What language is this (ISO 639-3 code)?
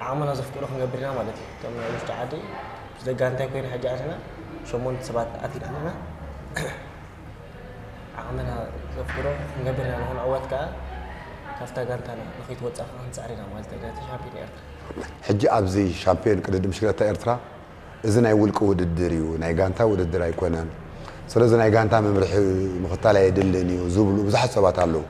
tir